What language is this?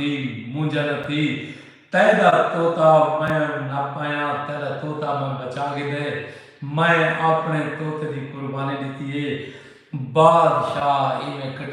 Saraiki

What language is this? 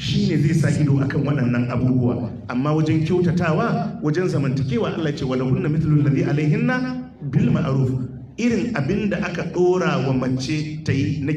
Hausa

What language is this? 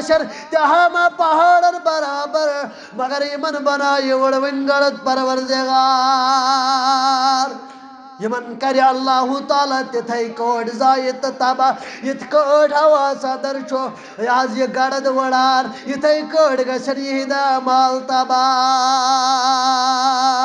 Kashmiri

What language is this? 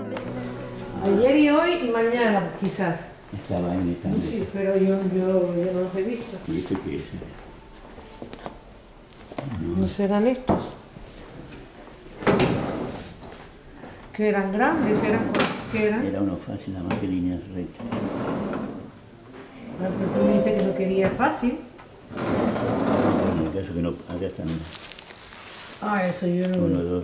Spanish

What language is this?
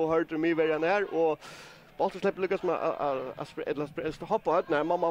Faroese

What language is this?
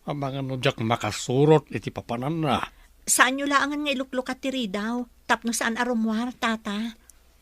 Iloko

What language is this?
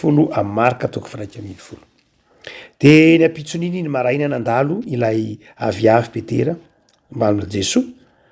Malagasy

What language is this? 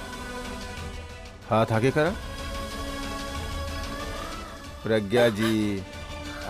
Bhojpuri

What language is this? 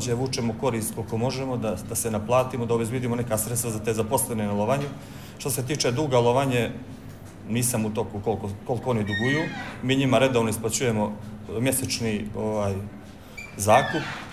Bosnian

